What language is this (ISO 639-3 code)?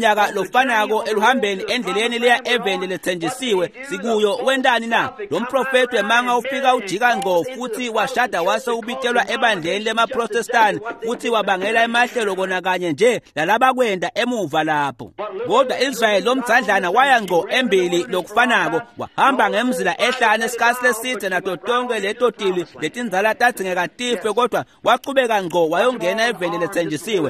ssw